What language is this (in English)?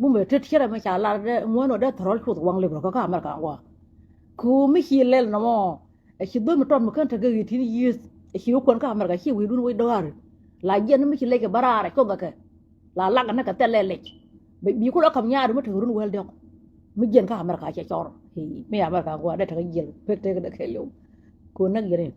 Nuer